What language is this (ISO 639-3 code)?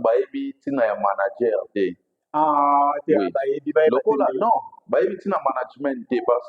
lin